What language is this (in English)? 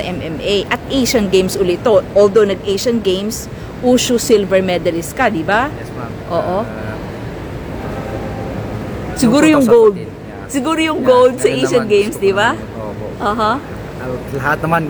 Filipino